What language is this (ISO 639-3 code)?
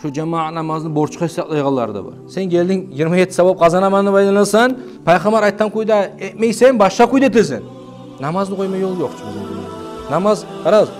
kum